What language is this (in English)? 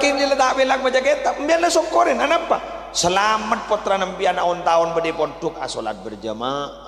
Madurese